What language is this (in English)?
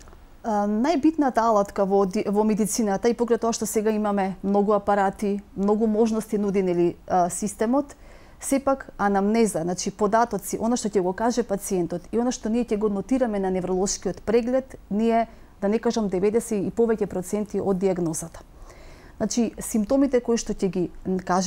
Macedonian